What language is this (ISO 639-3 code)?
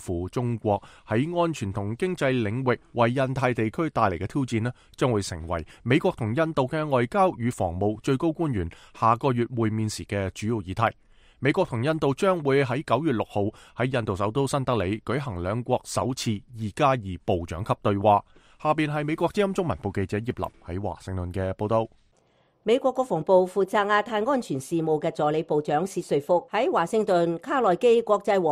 yue